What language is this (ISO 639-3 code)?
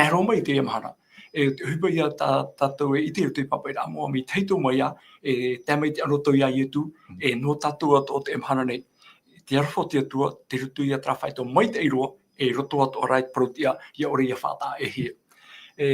tah